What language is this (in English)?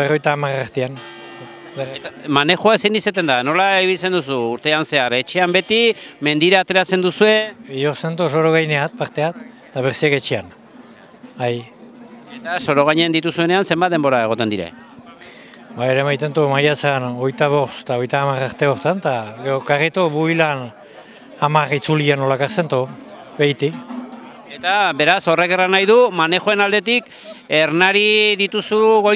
Basque